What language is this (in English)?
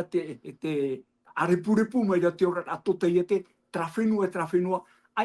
Tahitian